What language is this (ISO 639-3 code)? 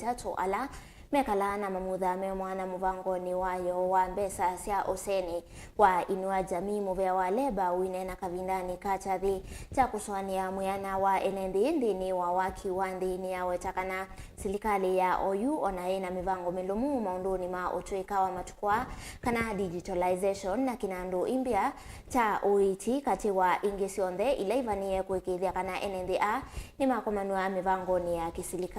kam